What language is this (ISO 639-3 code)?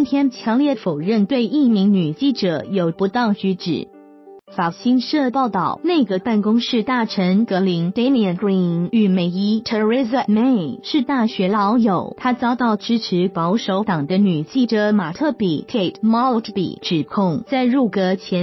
zho